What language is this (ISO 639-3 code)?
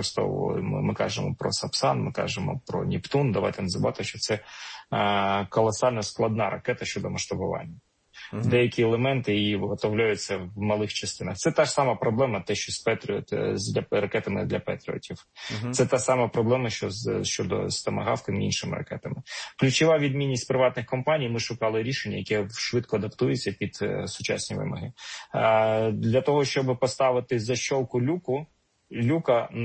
ukr